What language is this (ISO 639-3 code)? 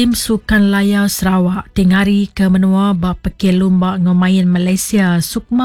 iba